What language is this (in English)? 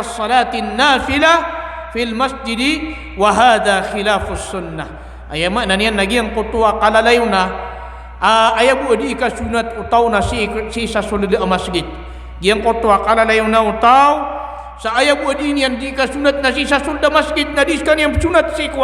Maranao